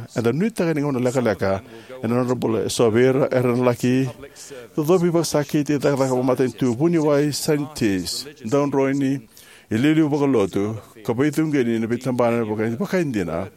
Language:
Fijian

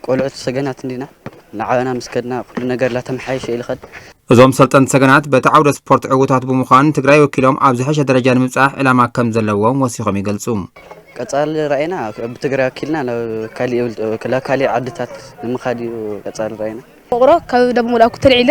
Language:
Tigrinya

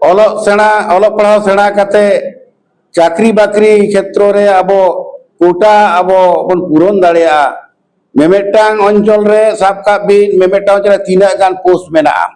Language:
Santali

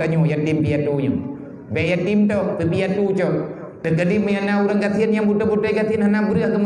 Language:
Achinese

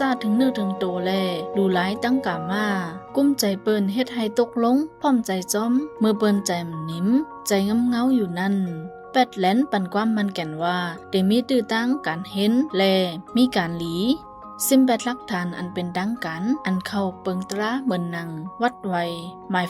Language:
Shan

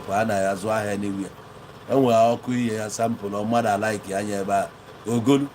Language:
Igbo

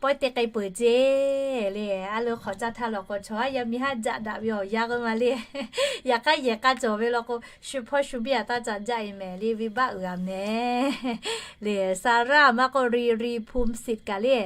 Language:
Lahu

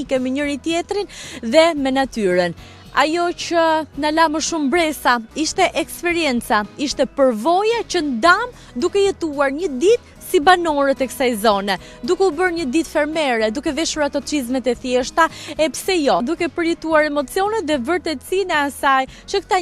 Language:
Albanian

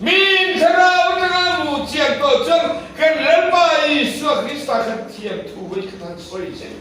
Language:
Mizo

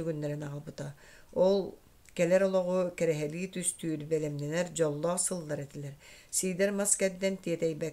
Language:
Yakut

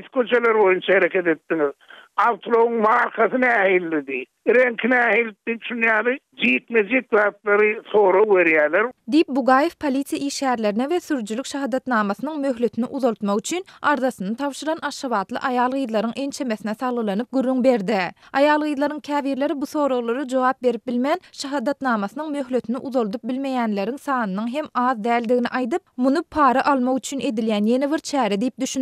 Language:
Turkmen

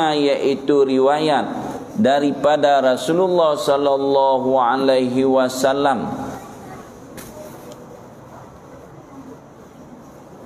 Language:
Achinese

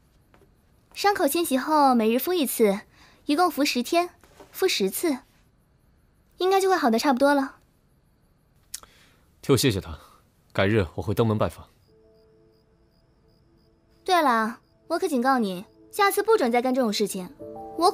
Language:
Chinese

